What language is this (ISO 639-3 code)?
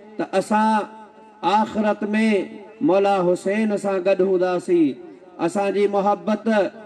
snd